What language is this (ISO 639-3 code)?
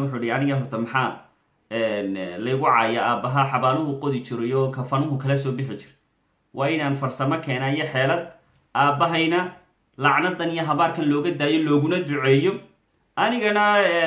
som